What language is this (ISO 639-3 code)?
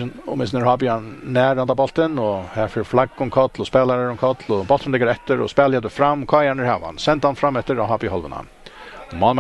fao